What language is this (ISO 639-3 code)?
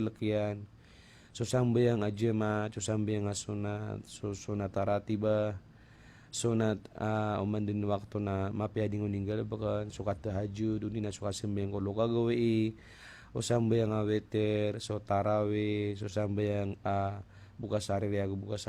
mrw